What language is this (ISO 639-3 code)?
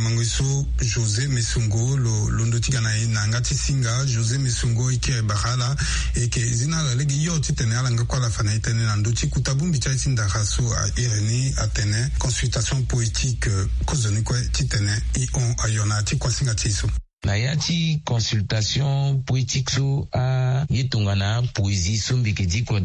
sag